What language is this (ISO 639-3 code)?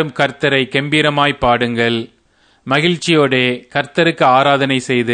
tam